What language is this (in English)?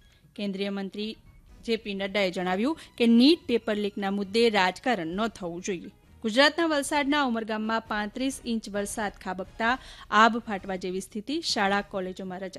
Gujarati